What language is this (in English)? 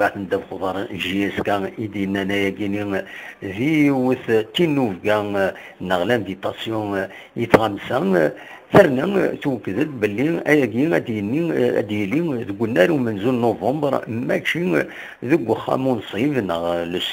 Kabyle